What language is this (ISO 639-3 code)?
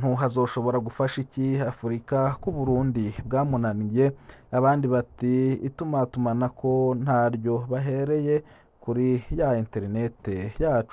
run